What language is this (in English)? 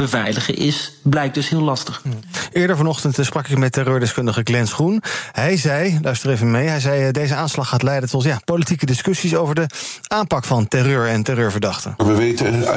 Dutch